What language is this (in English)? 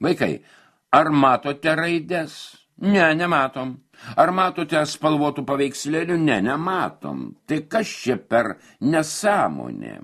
Lithuanian